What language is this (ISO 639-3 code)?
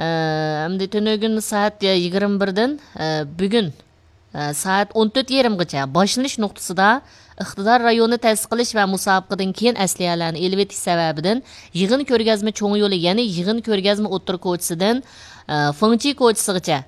uig